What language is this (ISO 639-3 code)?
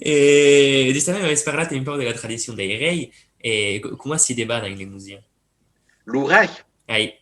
oci